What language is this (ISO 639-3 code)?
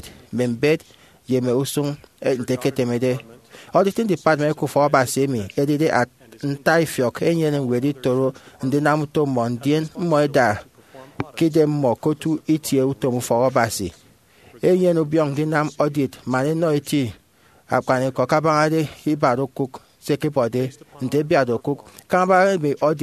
efi